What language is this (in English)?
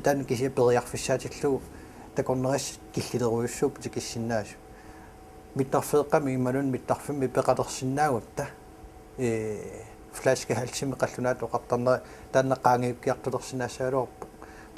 Kalaallisut